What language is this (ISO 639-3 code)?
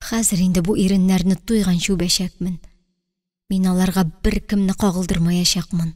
tat